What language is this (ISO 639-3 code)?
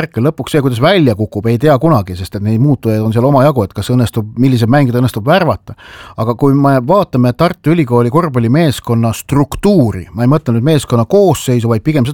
est